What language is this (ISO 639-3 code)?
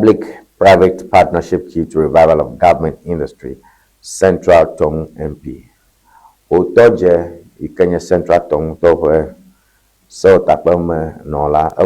ewe